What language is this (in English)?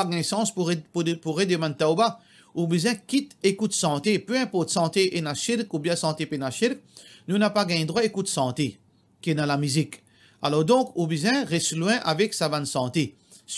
Morisyen